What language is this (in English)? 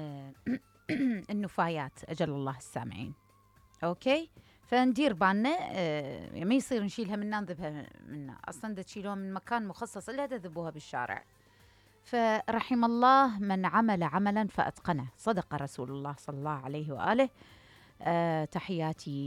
Mesopotamian Arabic